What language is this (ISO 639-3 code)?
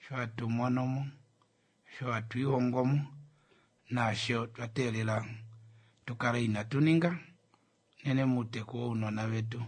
kua